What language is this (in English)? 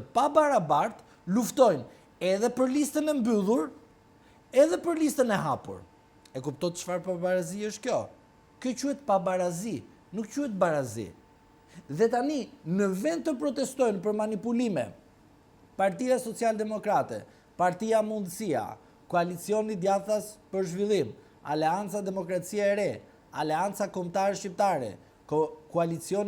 Albanian